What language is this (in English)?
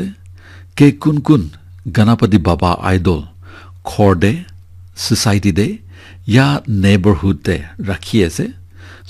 Naga Pidgin